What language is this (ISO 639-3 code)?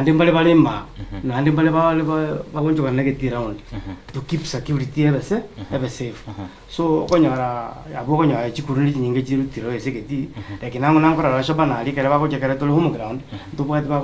guz